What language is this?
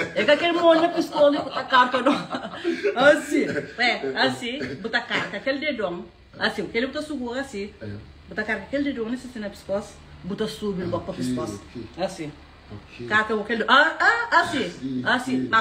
Kabuverdianu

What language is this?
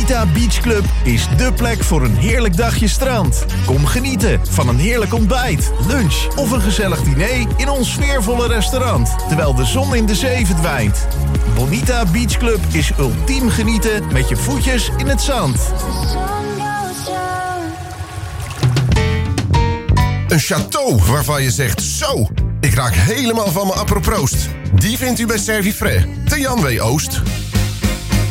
Dutch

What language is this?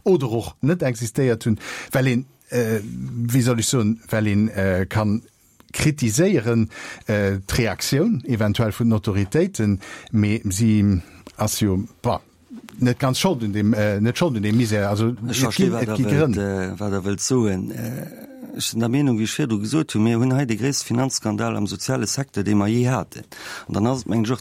Luxembourgish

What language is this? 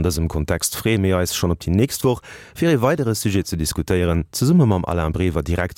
Luxembourgish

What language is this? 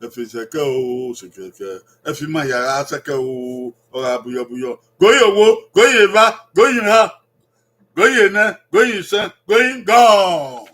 Bini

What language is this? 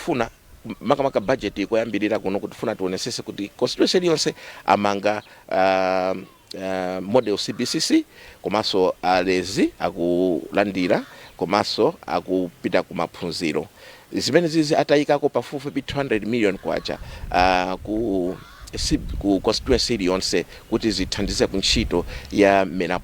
Nyanja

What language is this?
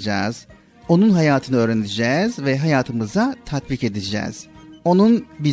Turkish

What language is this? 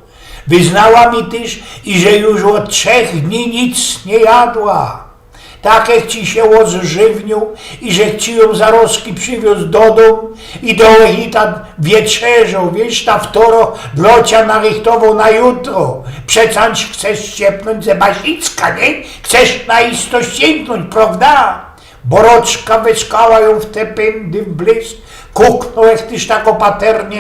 Silesian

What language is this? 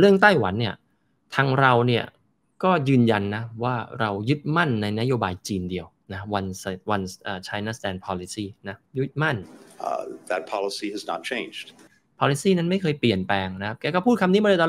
Thai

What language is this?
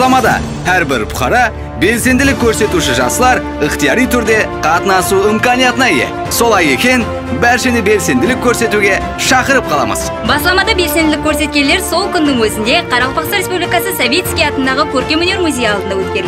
Kara-Kalpak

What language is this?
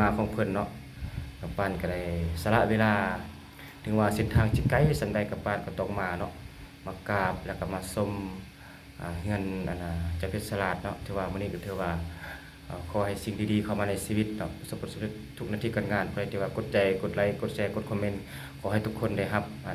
Lao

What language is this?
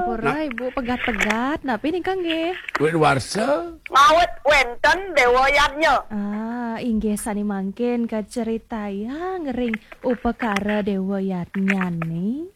Balinese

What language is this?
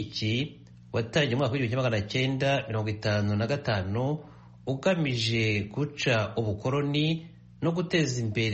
Kinyarwanda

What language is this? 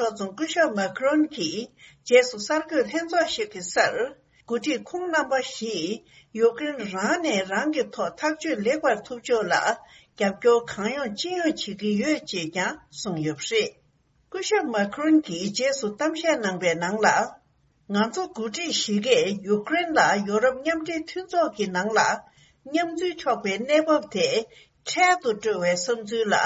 Tibetan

